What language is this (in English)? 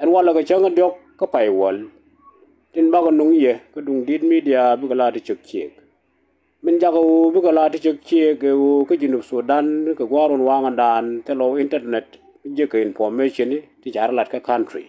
Nuer